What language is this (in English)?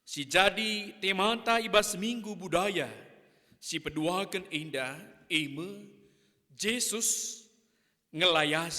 Batak Karo